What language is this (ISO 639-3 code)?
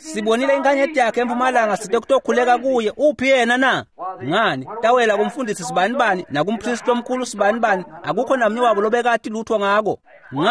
ssw